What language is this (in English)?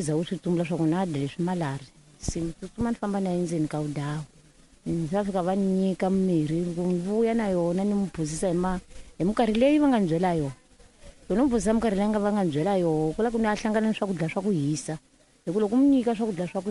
Tsonga